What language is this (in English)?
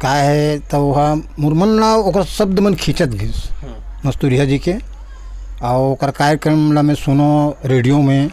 Chhattisgarhi